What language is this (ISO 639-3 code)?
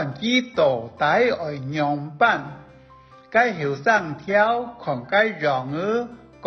hak